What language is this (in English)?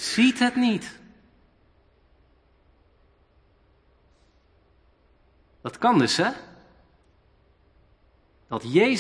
Dutch